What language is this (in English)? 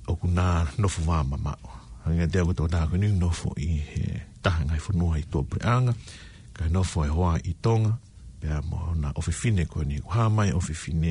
Tongan